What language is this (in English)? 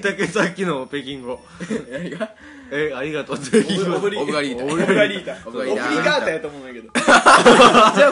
Japanese